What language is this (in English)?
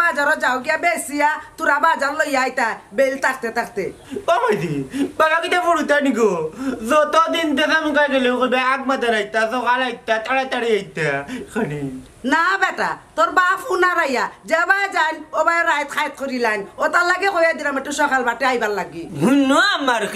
Sylheti